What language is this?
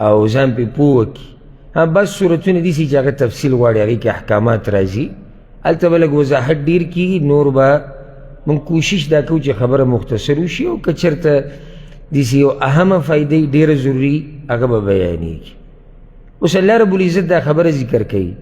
Pashto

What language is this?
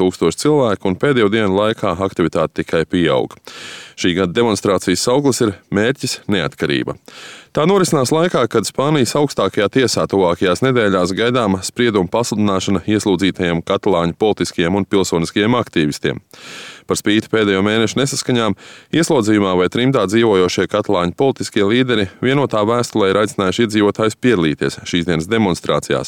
Latvian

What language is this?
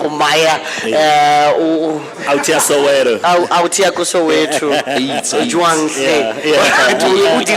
Tswana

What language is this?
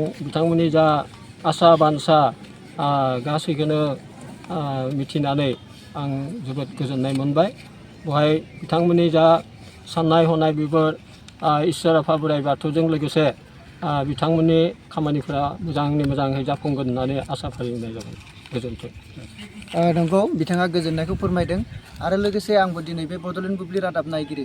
Bodo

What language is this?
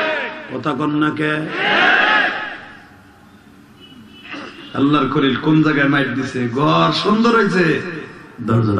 Bangla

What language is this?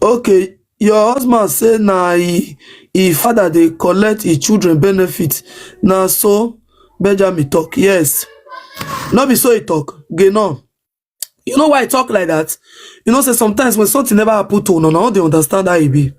Nigerian Pidgin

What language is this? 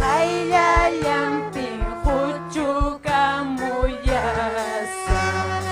Ayacucho Quechua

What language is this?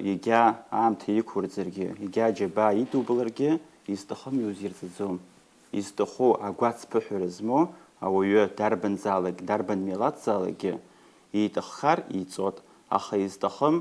Abkhazian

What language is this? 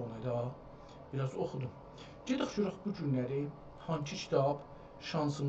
South Azerbaijani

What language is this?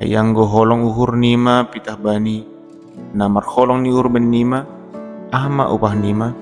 Batak Simalungun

